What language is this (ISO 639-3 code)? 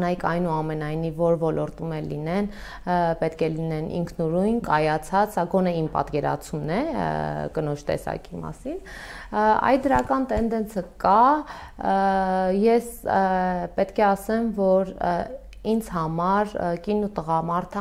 hye